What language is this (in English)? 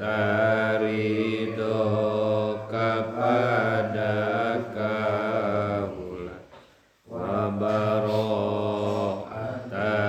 Sundanese